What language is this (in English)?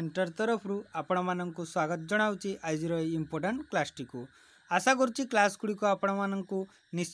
Odia